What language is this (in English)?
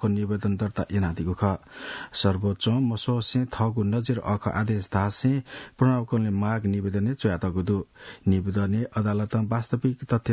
Newari